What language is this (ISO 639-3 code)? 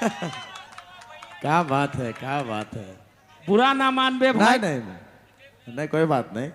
sck